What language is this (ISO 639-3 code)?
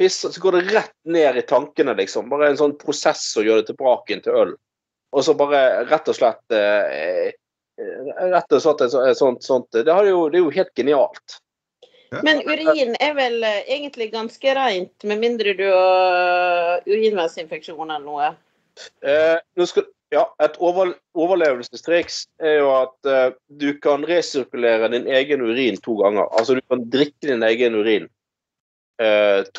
nor